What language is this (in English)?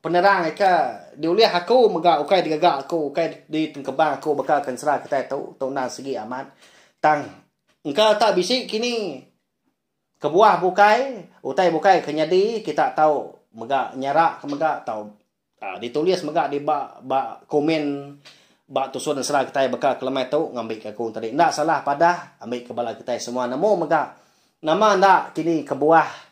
Iban